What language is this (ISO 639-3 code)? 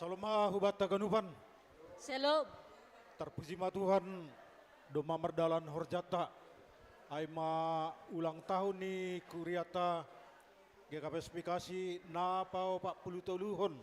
bts